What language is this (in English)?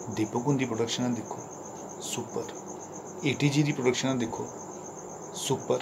Dogri